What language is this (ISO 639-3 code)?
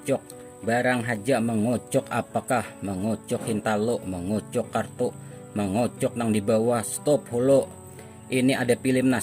bjn